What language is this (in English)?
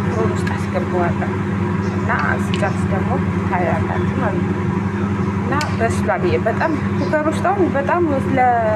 Amharic